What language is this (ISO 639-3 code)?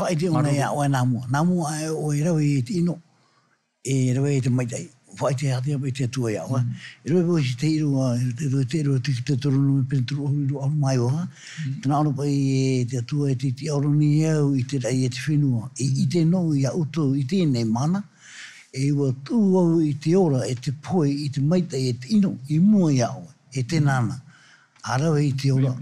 tah